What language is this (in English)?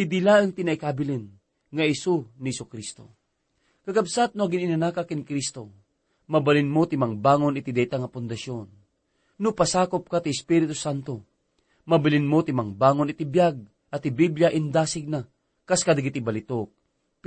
Iloko